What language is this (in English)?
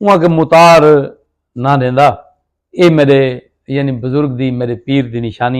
Saraiki